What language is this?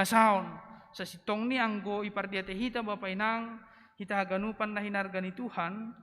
Batak Simalungun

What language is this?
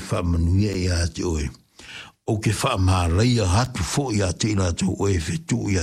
Samoan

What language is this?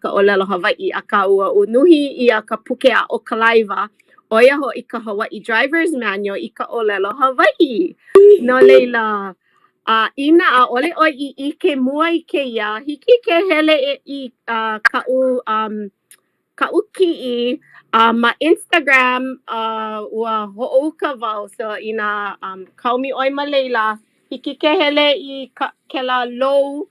Hawaiian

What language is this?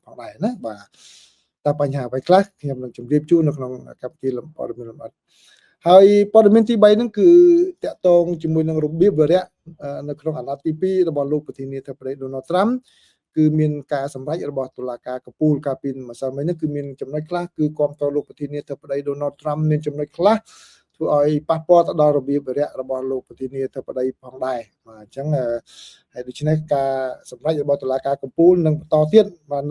Khmer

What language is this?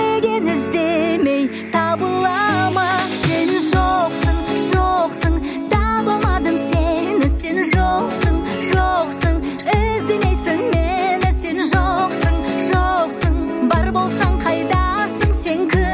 Kazakh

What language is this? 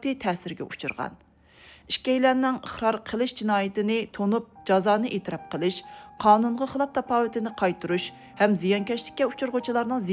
Uyghur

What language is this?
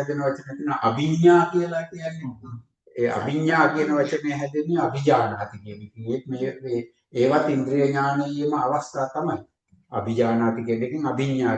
Sinhala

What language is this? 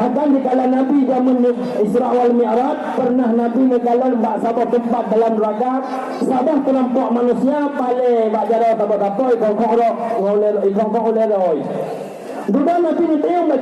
Achinese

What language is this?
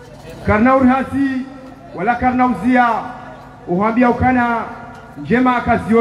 Swahili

